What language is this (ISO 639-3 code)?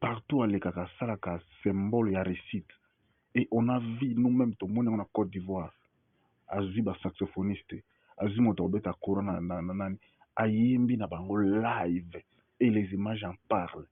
lin